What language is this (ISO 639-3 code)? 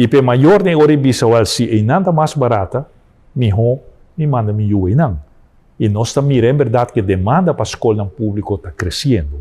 pap